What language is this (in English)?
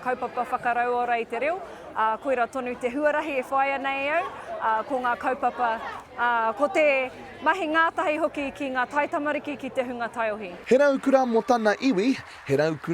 Māori